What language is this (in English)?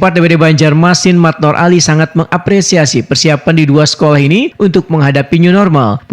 Banjar